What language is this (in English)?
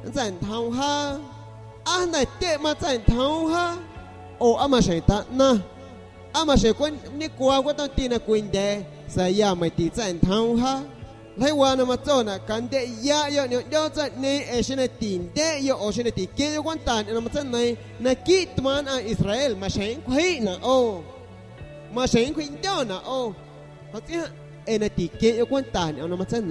San Pedro Amuzgos Amuzgo